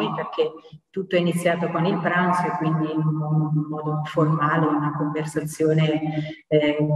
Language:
Italian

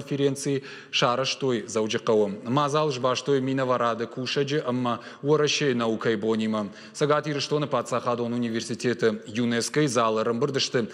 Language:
Ossetic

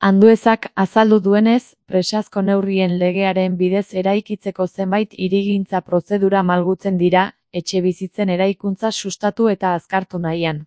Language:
Basque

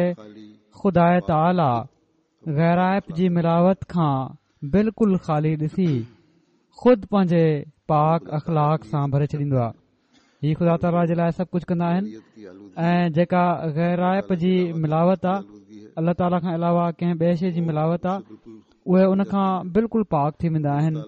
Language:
Sindhi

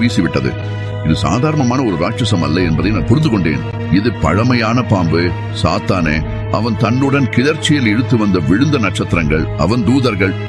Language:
Tamil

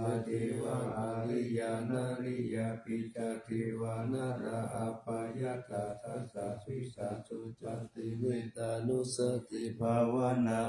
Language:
Pali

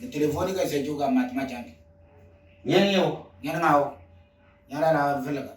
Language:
Moro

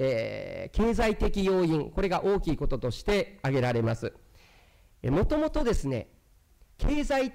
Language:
Japanese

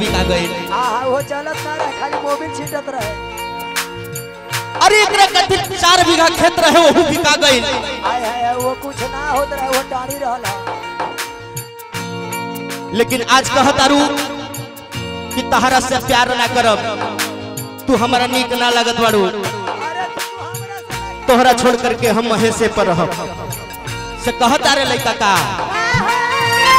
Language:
Bhojpuri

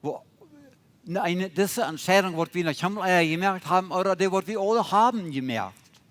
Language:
Plautdietsch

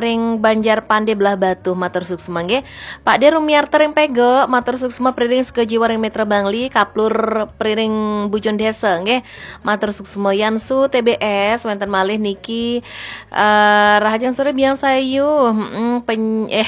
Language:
Balinese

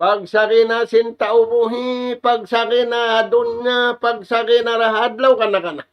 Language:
Tausug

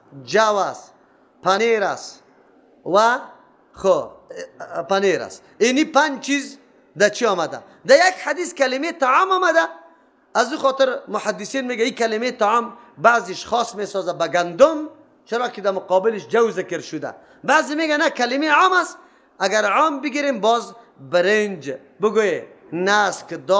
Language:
Persian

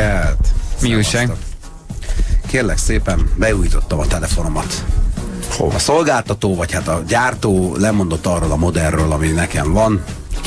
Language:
Hungarian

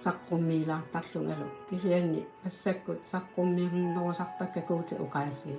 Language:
Kalaallisut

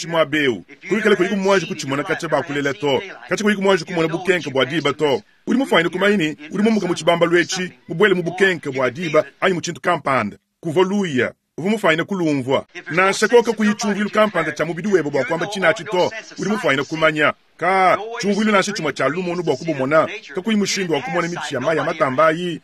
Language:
Luba-Lulua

